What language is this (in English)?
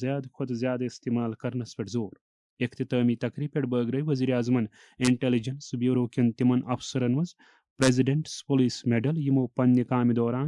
Kashmiri